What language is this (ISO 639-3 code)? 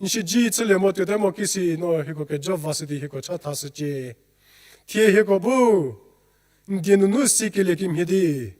njm